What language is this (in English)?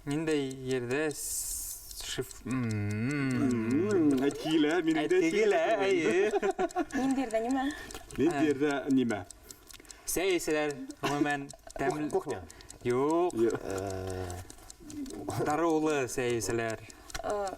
Bashkir